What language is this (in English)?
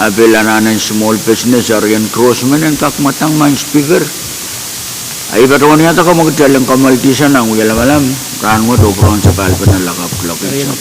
Pohnpeian